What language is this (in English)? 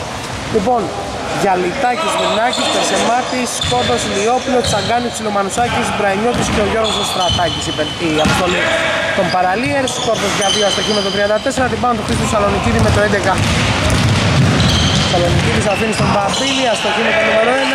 Greek